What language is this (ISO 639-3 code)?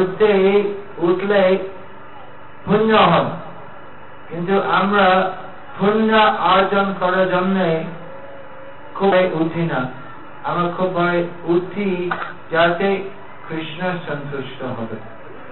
ben